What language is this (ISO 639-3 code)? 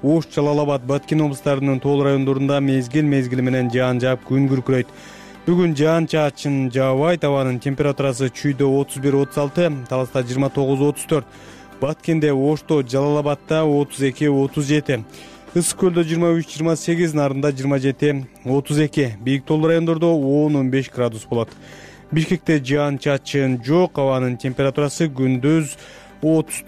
kir